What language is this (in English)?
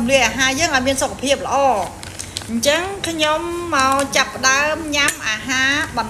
Khmer